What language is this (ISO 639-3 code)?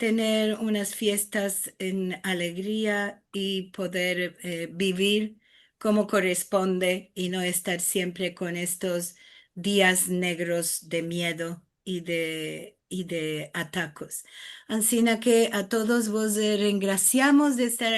lad